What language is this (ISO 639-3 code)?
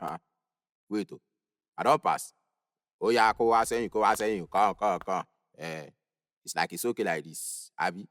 pcm